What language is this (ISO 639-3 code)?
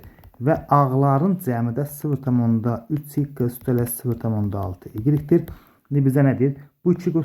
aze